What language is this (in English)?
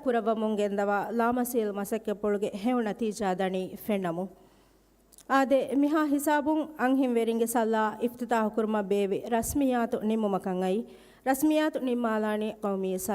Divehi